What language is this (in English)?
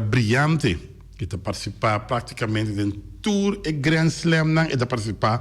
Papiamento